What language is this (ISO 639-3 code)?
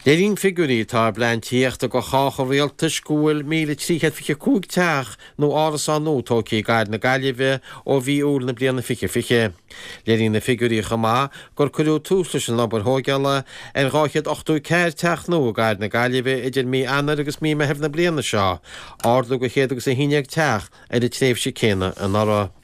gle